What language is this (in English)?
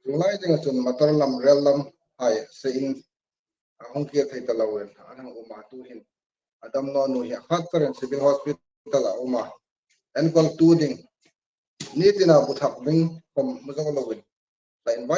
Hmar